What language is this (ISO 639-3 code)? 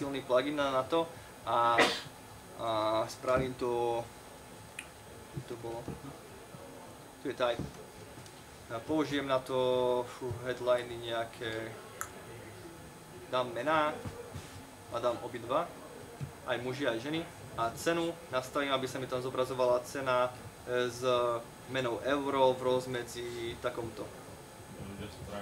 slk